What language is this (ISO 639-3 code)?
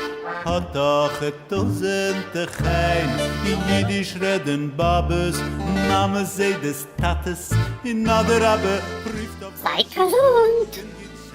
yid